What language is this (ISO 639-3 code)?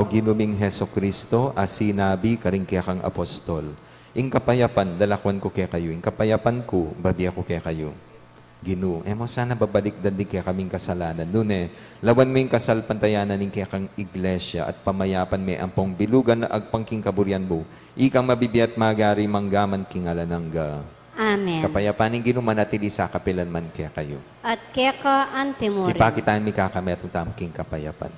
pam